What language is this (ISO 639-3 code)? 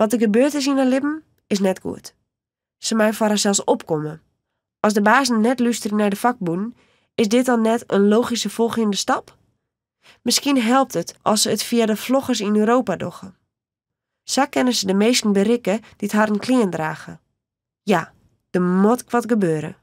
fry